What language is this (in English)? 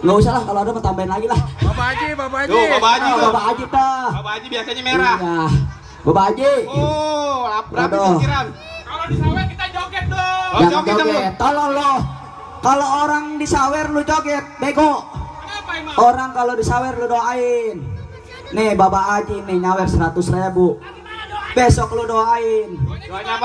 Betawi